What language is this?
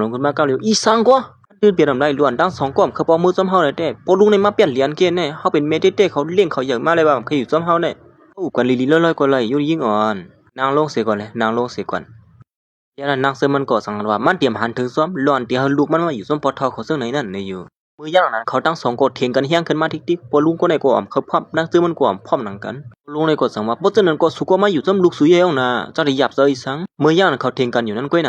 Shan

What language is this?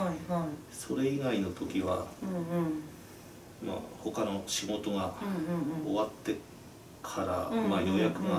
Japanese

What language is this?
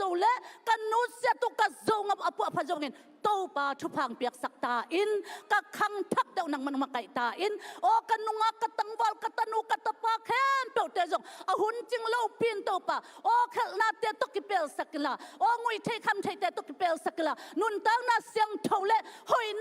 Tedim Chin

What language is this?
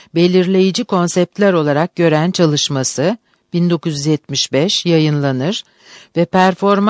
Turkish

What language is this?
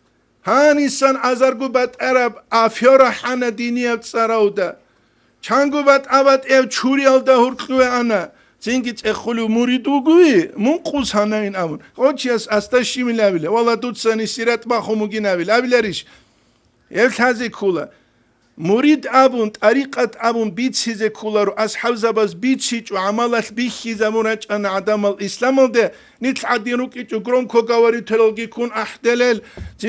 Avaric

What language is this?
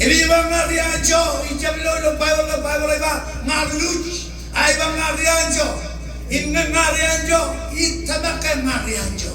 Marshallese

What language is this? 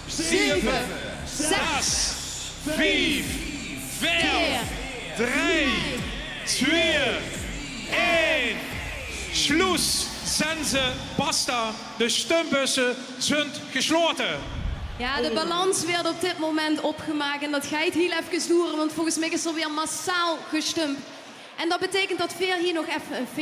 Limburgish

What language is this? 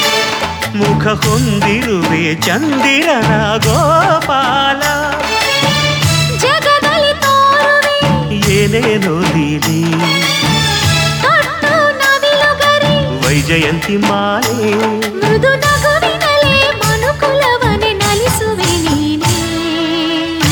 Kannada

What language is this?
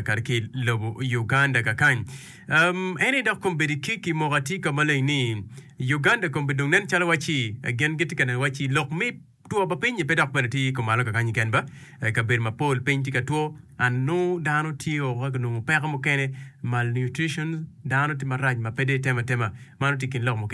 Acoli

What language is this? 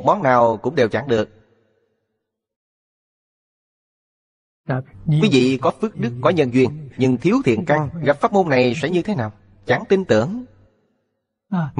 Vietnamese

